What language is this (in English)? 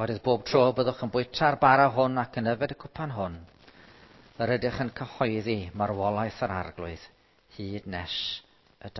Welsh